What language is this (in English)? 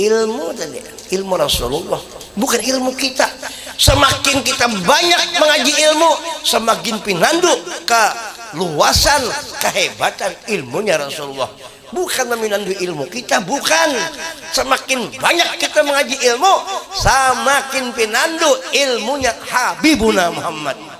Banjar